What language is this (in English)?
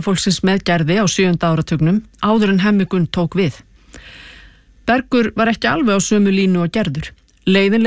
Icelandic